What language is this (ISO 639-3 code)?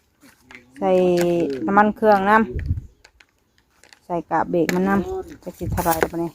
tts